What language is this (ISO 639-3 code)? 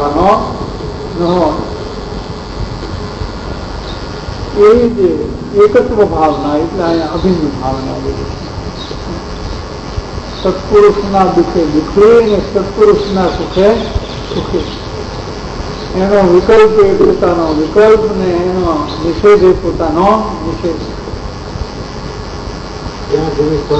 guj